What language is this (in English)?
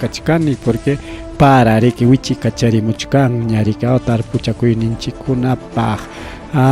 Ayacucho Quechua